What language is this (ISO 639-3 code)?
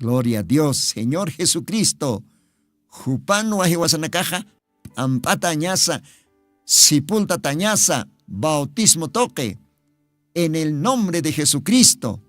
aym